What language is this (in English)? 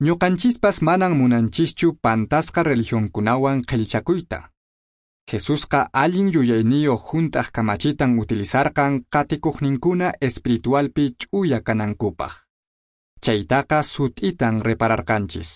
Quechua